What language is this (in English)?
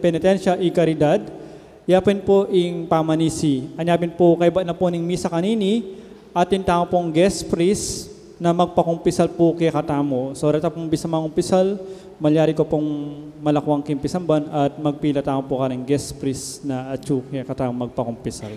Pampanga